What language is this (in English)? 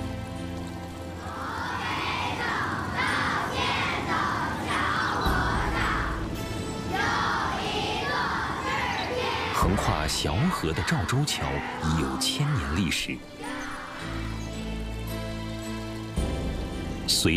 Chinese